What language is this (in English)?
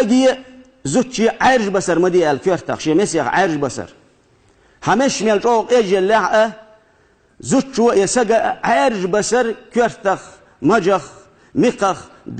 Chechen